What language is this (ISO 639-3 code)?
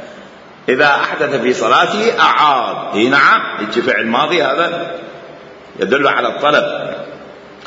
acm